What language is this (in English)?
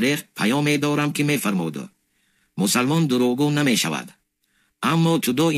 Tajik